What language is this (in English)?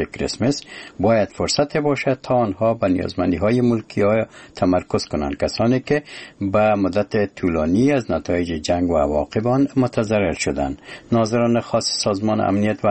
Persian